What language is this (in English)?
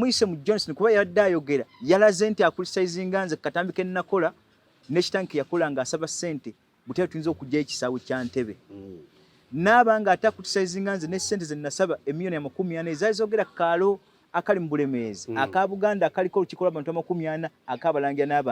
Ganda